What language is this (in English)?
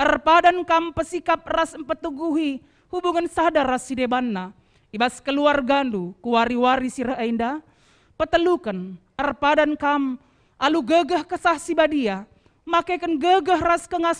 Batak Karo